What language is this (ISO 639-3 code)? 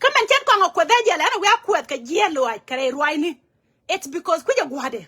nus